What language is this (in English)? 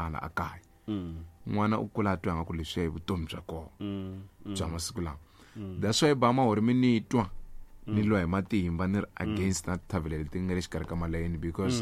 Tsonga